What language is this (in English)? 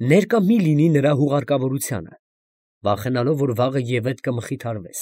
Armenian